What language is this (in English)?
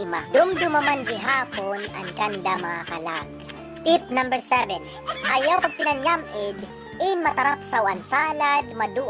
Waray